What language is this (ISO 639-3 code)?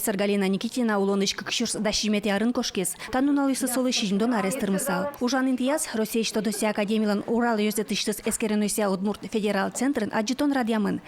udm